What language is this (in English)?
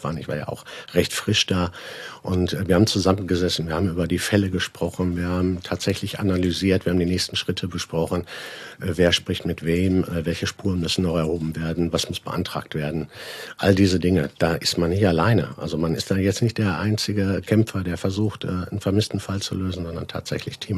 German